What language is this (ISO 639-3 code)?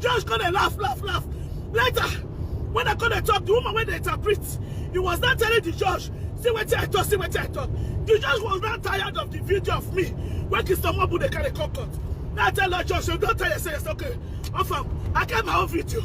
pcm